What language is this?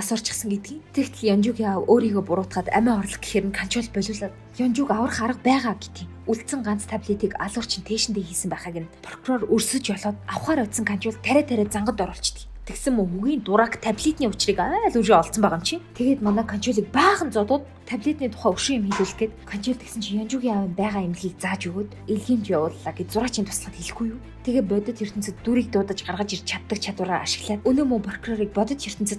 Mongolian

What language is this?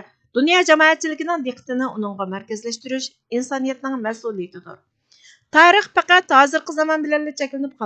Uyghur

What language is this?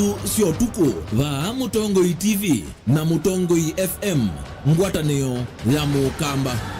Kamba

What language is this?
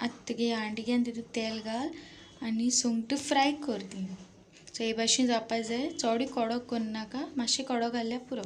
Konkani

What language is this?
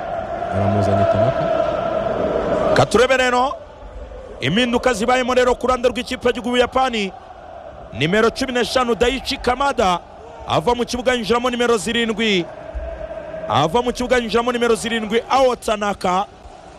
Kinyarwanda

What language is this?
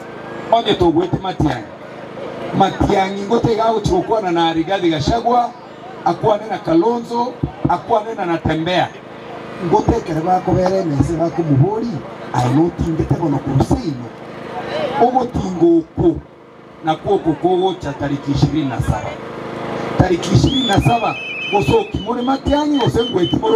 Gusii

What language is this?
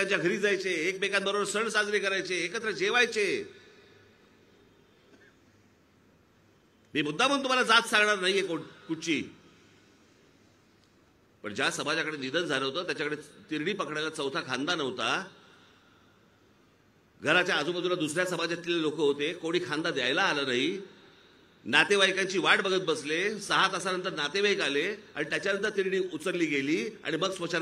Marathi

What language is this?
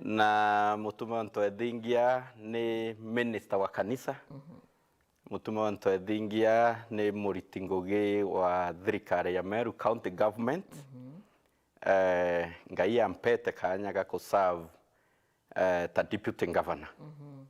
Meru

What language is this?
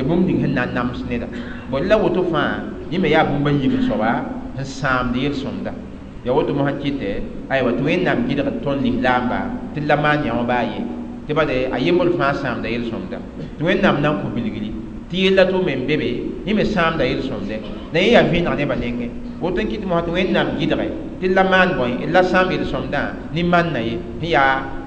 Mossi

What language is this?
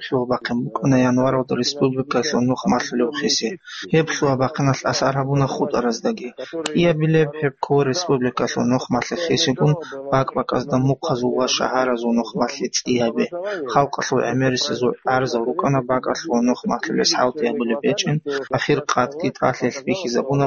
Avaric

